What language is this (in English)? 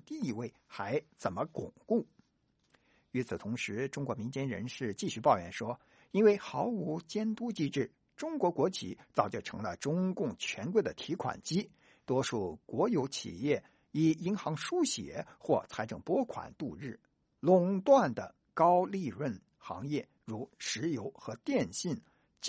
Chinese